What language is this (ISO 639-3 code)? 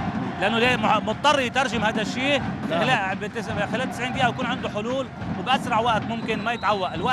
apc